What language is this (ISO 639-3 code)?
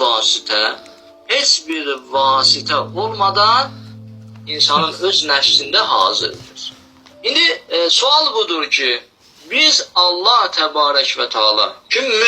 aze